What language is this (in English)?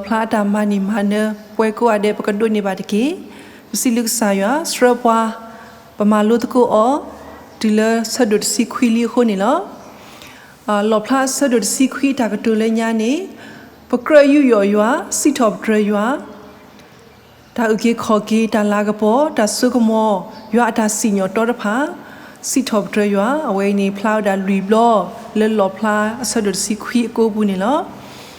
S'gaw Karen